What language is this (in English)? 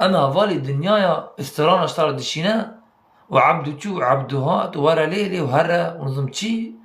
Kurdish